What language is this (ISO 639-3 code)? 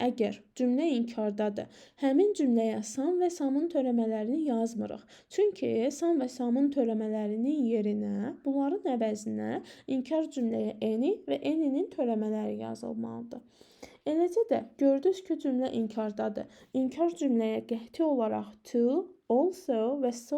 aze